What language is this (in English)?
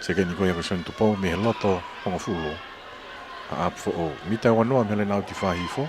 Tongan